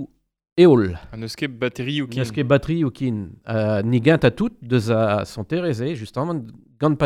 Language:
Breton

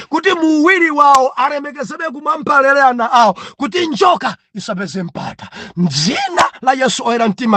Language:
Nyanja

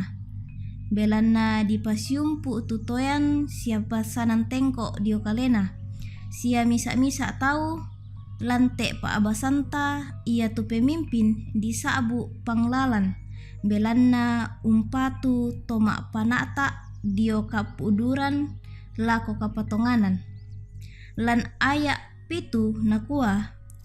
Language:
Toraja-Sa'dan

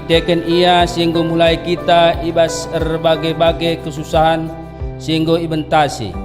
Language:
Batak Karo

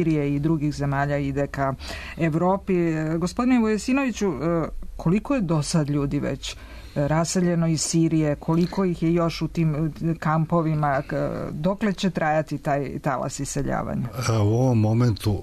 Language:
Serbian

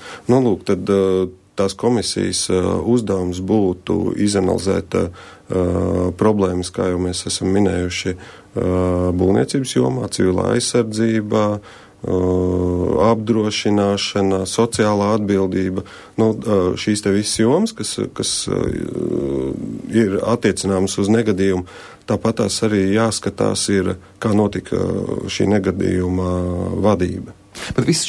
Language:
Latvian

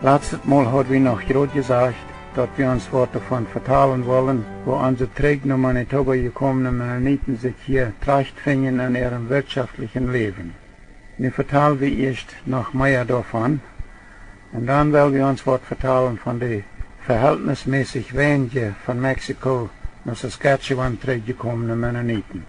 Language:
Plautdietsch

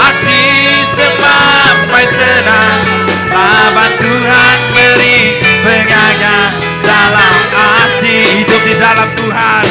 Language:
Iban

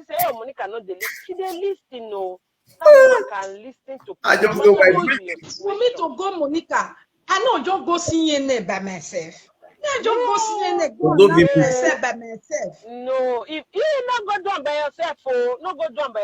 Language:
Nigerian Pidgin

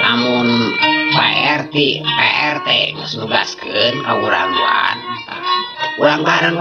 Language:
Sundanese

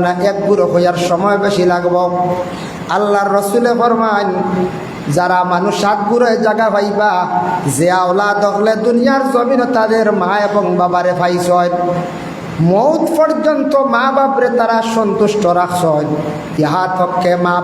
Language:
Sylheti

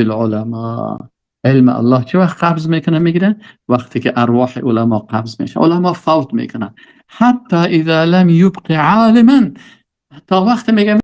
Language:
Persian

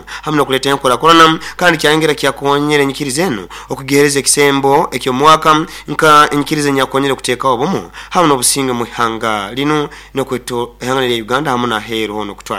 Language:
Nyoro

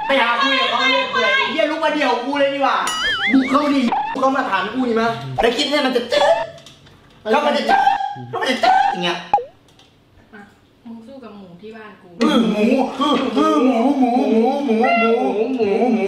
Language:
Thai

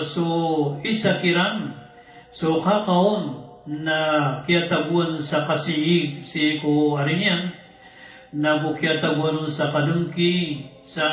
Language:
Maranao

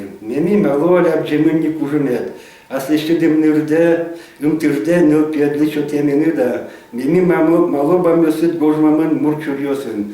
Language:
Udmurt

